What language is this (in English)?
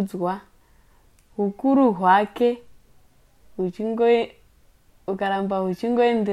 Shona